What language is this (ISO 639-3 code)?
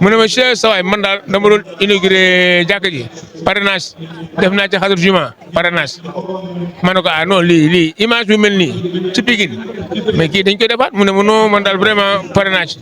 wol